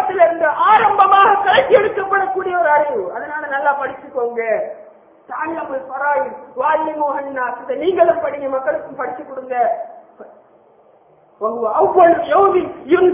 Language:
Tamil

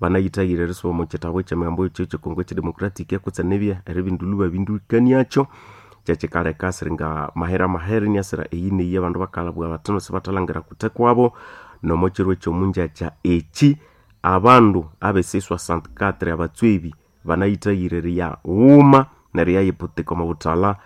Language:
Nande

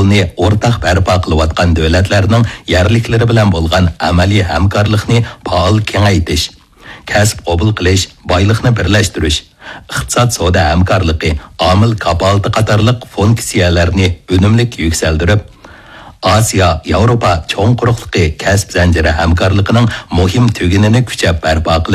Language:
Uyghur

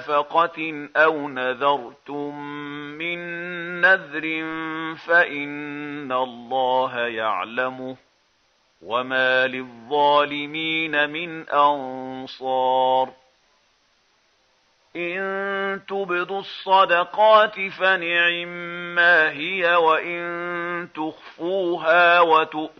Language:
Arabic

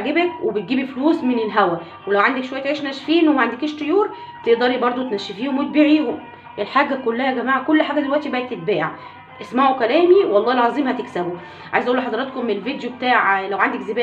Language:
Egyptian Arabic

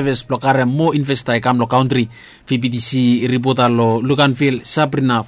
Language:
Bislama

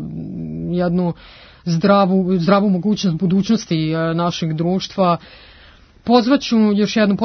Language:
Serbian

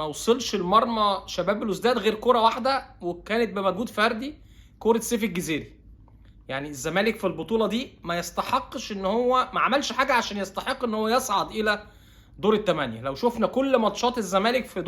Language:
Egyptian Arabic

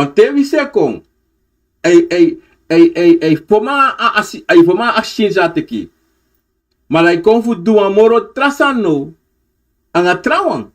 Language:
Sranan Tongo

